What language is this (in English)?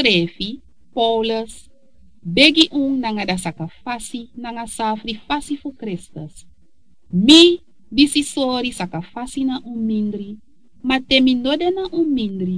Sranan Tongo